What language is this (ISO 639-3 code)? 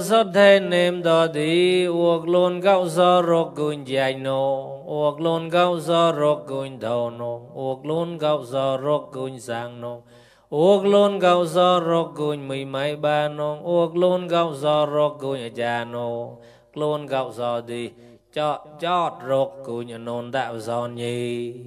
mnw